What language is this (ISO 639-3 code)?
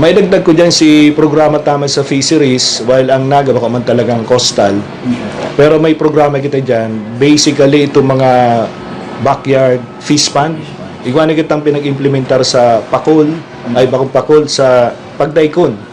bik